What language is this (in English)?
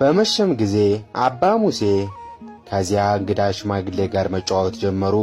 Amharic